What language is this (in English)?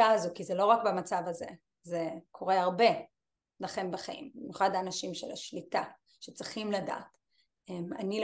Hebrew